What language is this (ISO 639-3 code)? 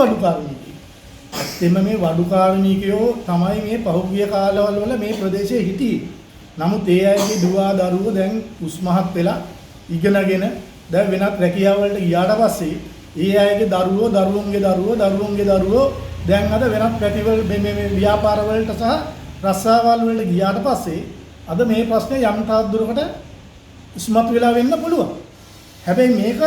sin